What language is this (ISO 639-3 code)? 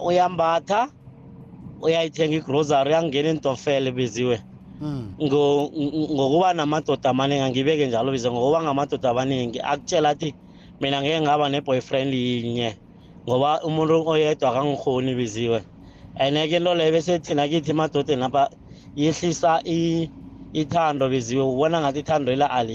nbl